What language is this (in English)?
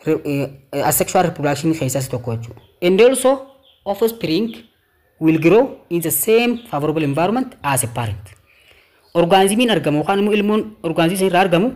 Oromo